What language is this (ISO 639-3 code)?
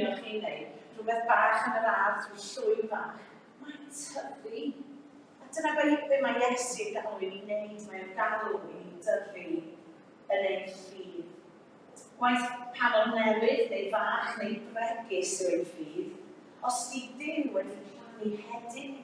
cym